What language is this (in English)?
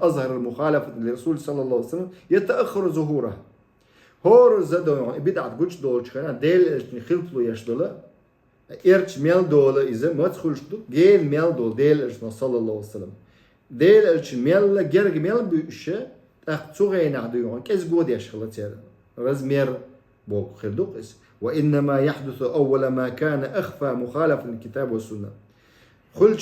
Chechen